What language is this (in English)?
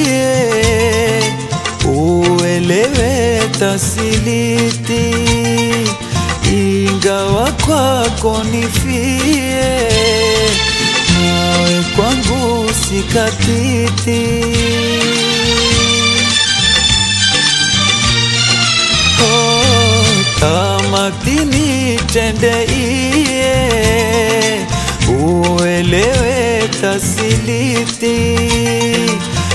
Swahili